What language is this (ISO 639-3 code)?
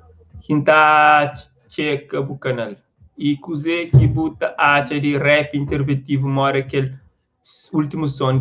kea